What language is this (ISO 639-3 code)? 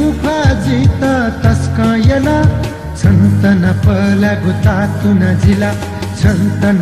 new